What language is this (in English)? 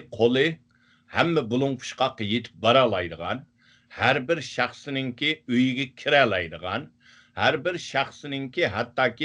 Uyghur